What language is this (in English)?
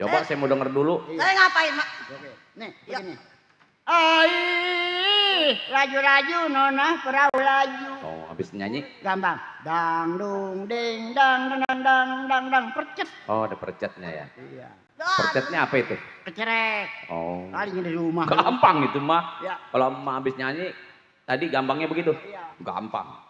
Betawi